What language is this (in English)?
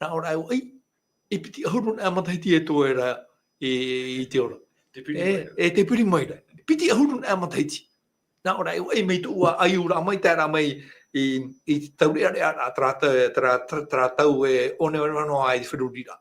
Tahitian